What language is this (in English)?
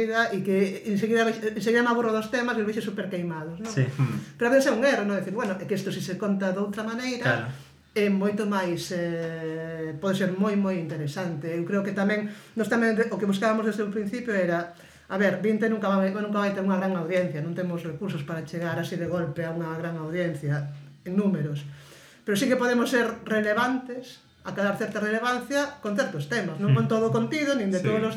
Galician